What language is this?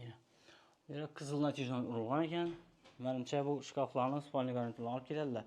Uzbek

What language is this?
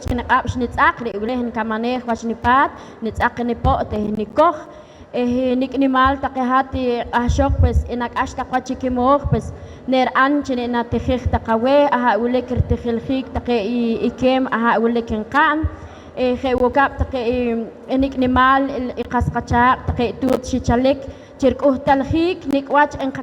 Poqomchi'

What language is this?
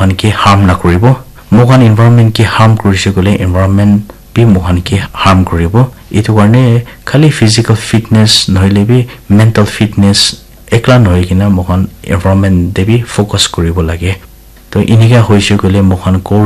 Naga Pidgin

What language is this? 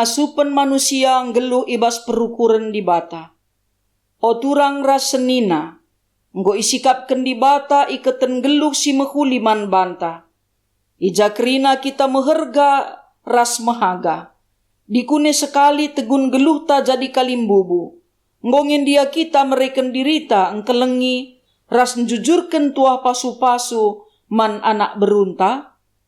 Batak Karo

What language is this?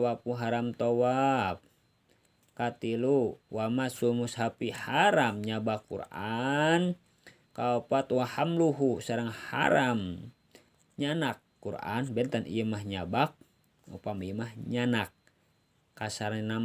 Sundanese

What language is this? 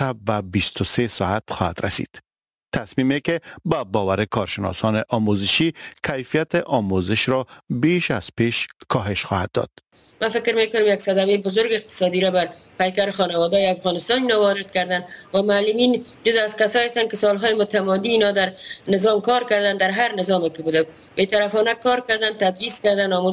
Persian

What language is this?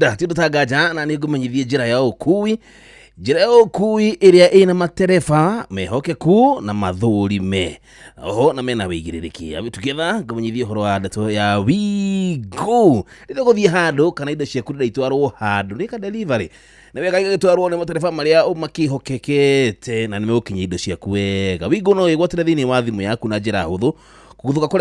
Kikuyu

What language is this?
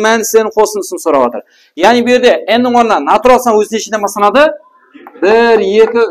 Kara-Kalpak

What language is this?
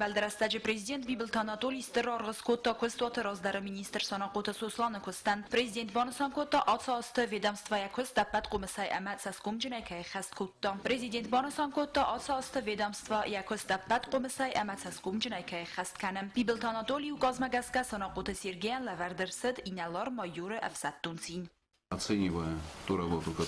Ossetic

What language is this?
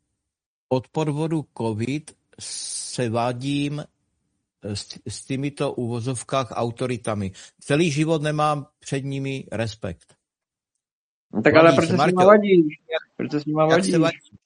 Czech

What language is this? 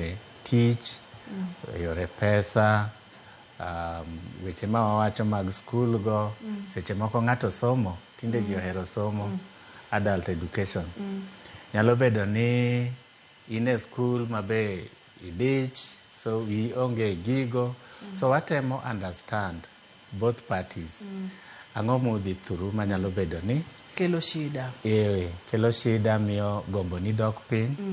Luo (Kenya and Tanzania)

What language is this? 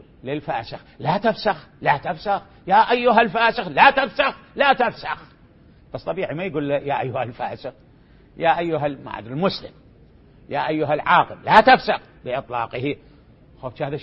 Mesopotamian Arabic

